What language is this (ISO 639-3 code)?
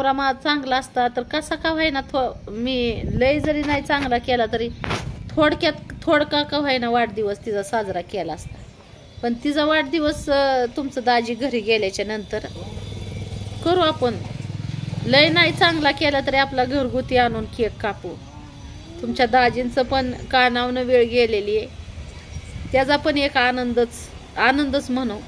mar